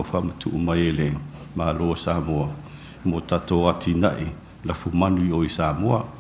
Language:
Samoan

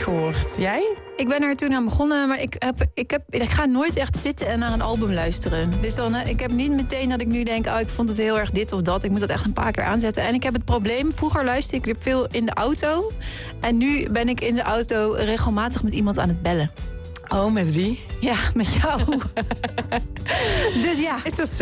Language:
Dutch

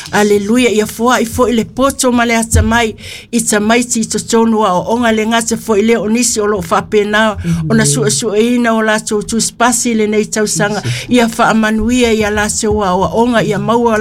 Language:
Samoan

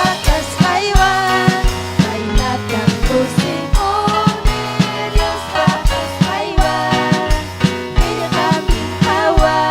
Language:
Ayacucho Quechua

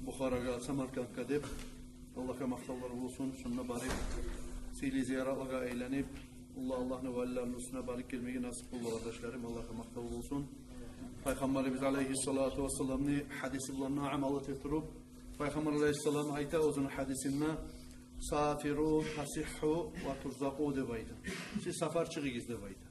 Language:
Kumyk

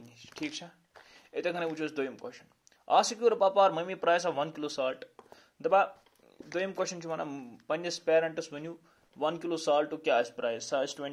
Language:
Kashmiri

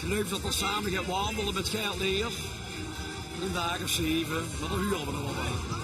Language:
Limburgish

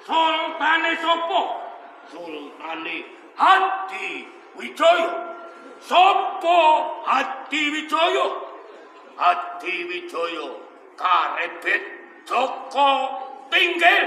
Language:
Javanese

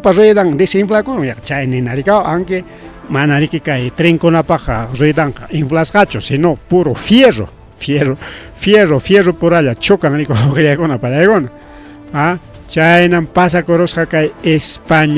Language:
Ayacucho Quechua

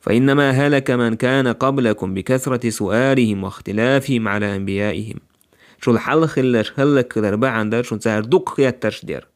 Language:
Chechen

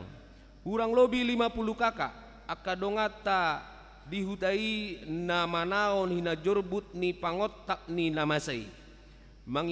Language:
Batak Toba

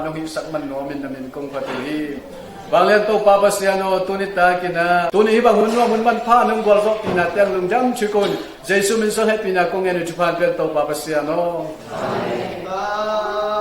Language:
Tedim Chin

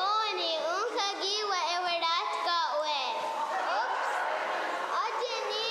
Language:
Mohawk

